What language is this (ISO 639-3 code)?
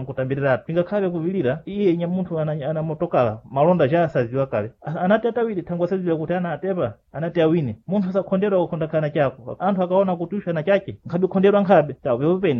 seh